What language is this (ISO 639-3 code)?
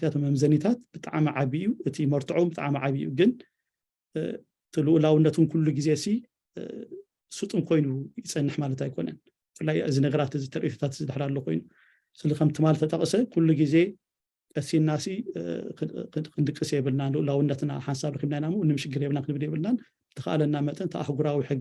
tir